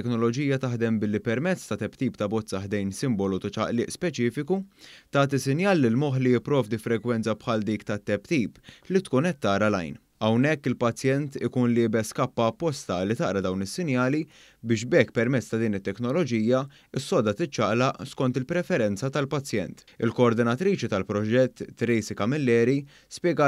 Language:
Maltese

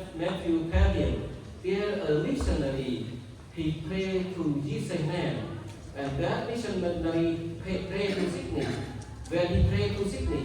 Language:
Central Mnong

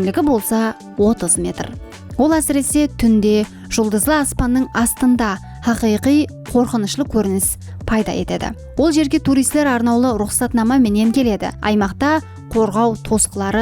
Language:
Kara-Kalpak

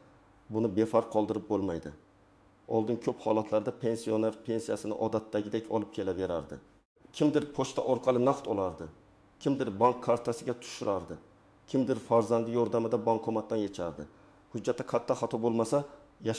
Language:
Uzbek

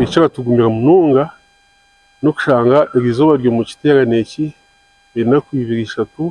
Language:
Nyankole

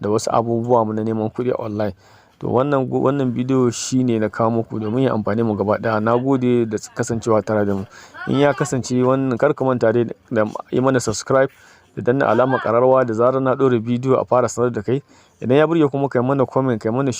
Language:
Hausa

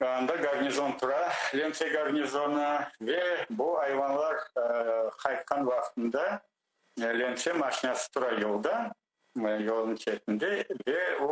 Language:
Crimean Tatar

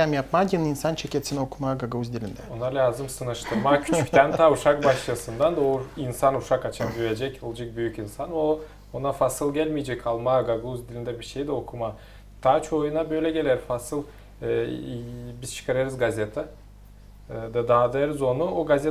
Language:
Gagauz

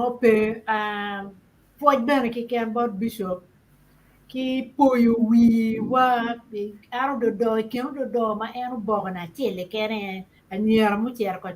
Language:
Acoli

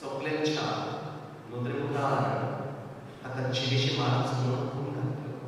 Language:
Konkani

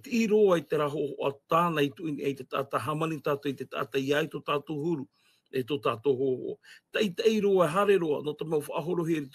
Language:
Tahitian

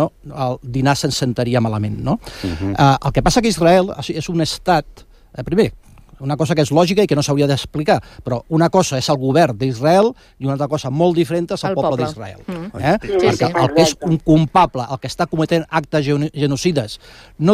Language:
Catalan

